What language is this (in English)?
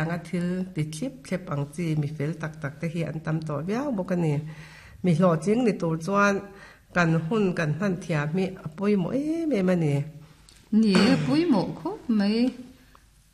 Mizo